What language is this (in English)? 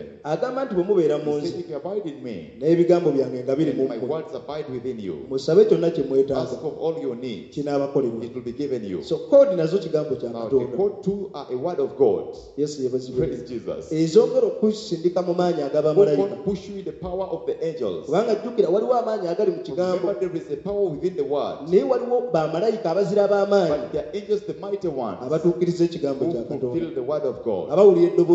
Ganda